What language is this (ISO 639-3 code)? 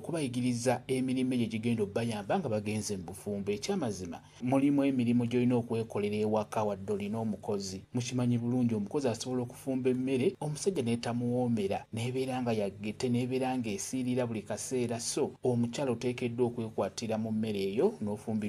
lug